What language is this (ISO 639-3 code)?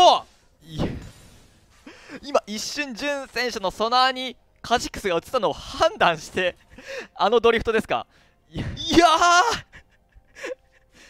jpn